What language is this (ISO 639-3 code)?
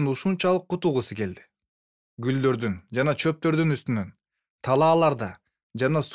kir